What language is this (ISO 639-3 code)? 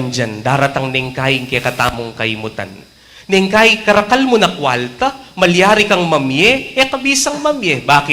pam